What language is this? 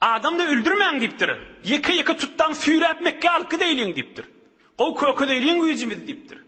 Turkmen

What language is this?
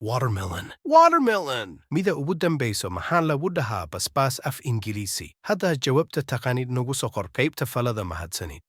Somali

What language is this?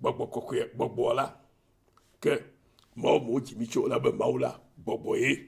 Ewe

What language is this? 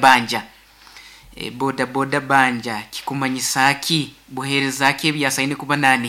Nyoro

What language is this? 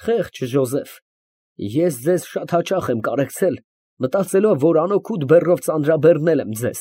Armenian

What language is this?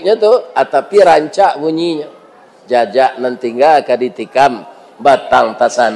Minangkabau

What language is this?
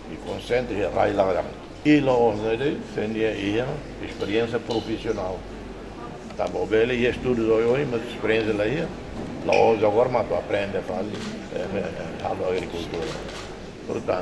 Tetum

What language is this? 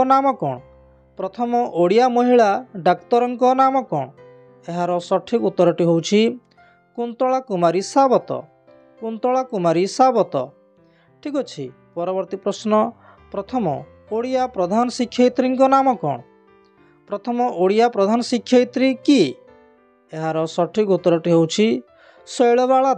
Odia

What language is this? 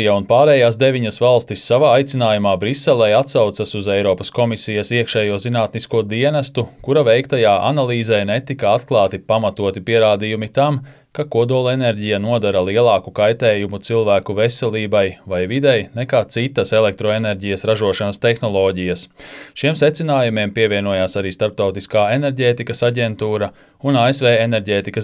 Latvian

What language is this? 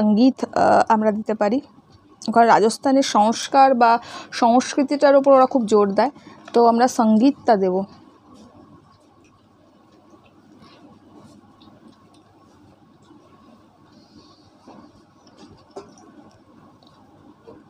Bangla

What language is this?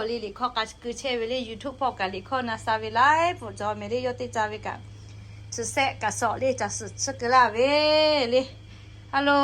Lahu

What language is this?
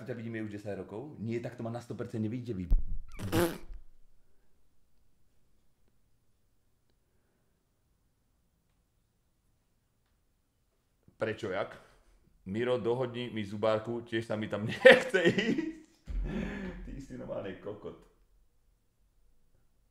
Slovak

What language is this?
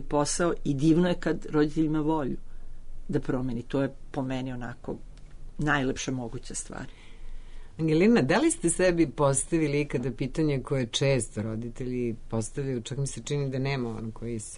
Serbian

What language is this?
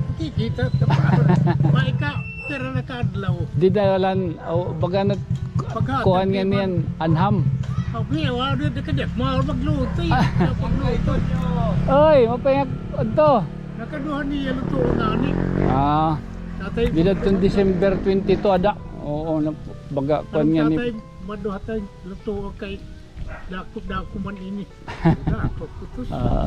Waray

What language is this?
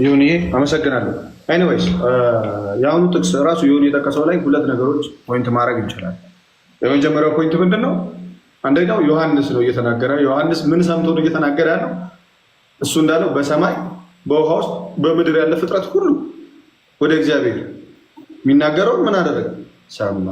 Amharic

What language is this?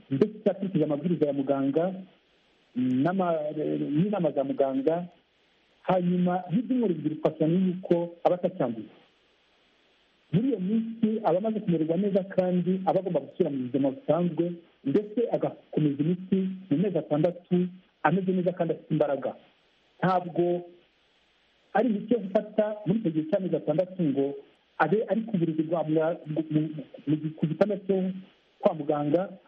Kinyarwanda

